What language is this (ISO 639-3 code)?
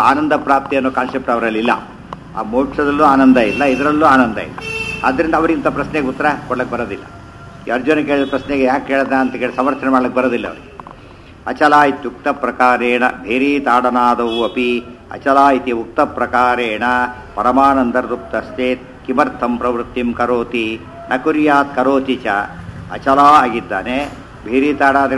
kan